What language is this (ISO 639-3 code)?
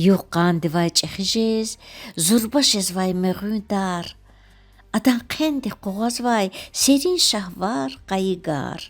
lez